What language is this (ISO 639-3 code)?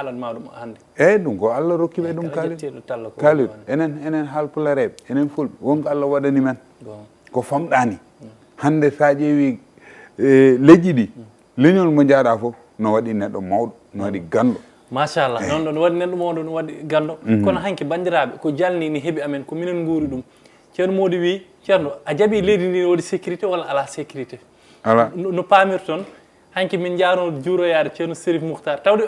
ful